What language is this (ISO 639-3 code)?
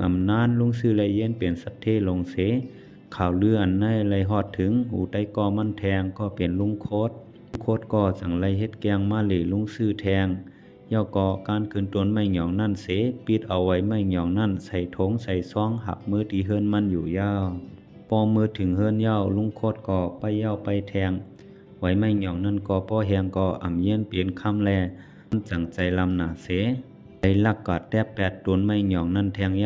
shn